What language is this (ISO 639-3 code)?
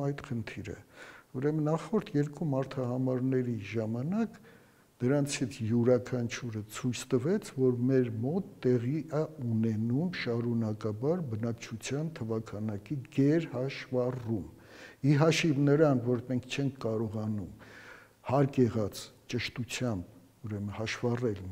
hye